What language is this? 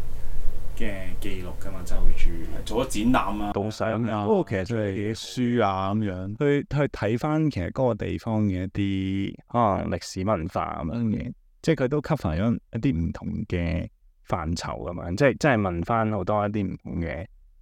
Cantonese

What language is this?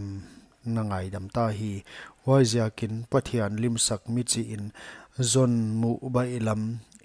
Paite Chin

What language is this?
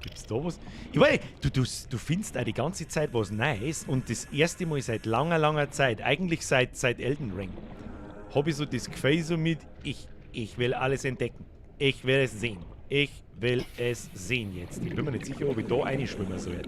Bavarian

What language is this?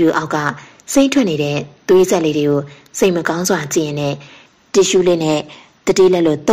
Burmese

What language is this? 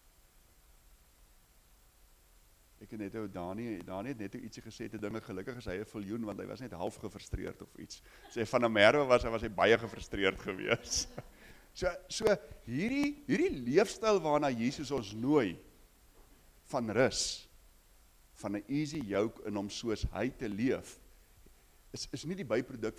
Afrikaans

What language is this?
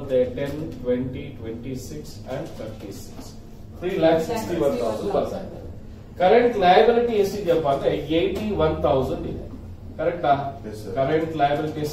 Kannada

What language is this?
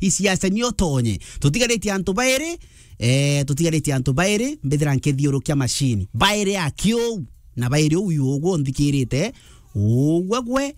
Meru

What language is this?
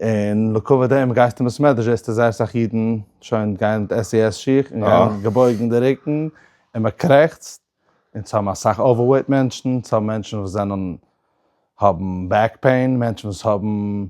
Yiddish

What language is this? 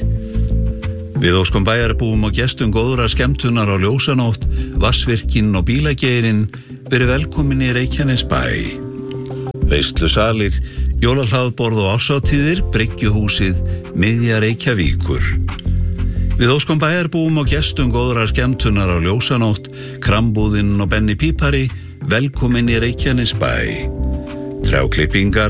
Icelandic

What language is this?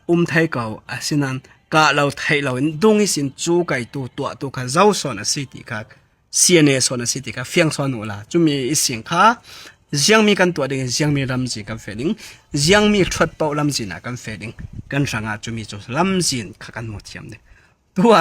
Falam Chin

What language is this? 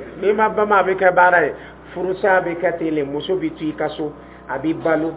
Dyula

